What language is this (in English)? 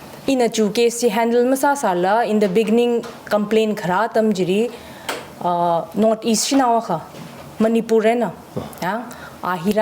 Tangkhul Naga (India)